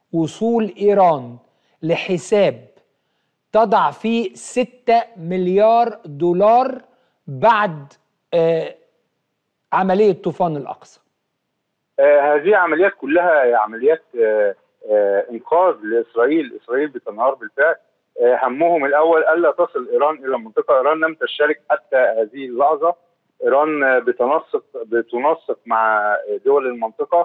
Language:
Arabic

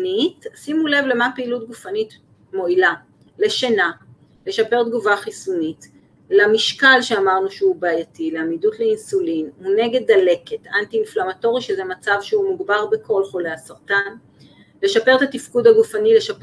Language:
Hebrew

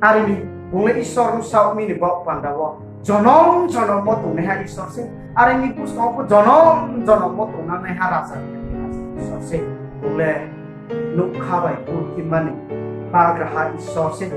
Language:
Riang (India)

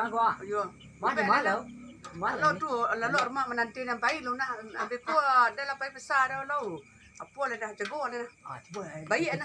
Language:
Minangkabau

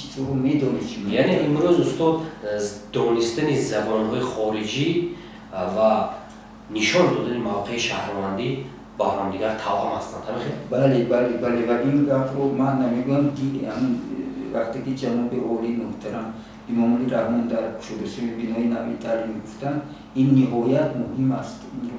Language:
Tajik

